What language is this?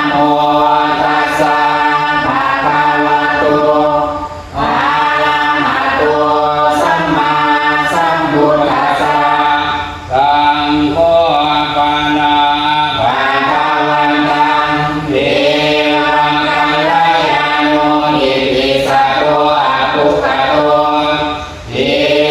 Pali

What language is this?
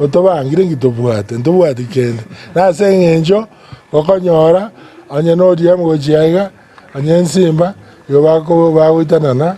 Gusii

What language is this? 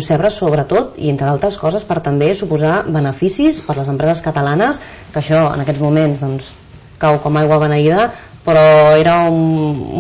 Catalan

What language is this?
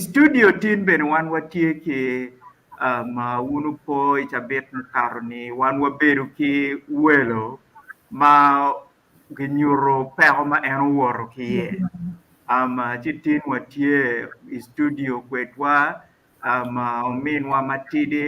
Acoli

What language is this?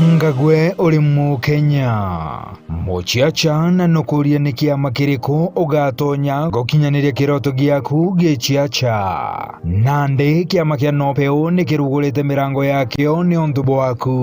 Meru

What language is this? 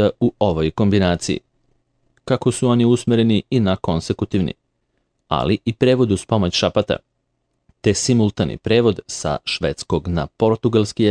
Serbian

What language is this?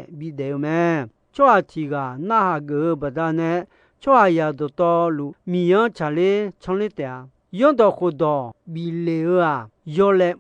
Akha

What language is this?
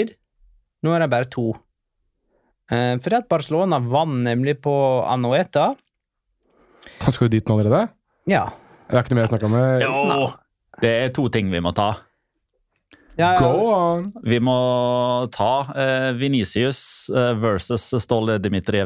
Norwegian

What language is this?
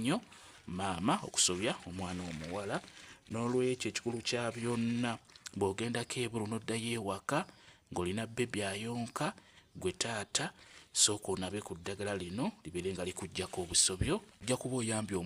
Ganda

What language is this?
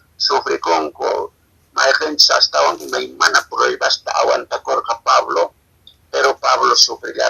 Quechua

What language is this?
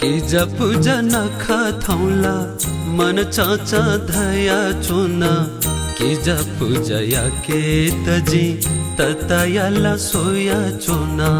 Newari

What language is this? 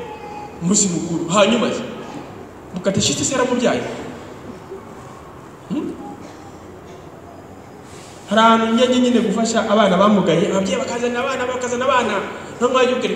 Kinyarwanda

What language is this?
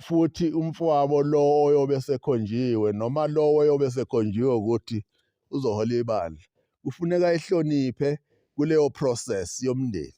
Zulu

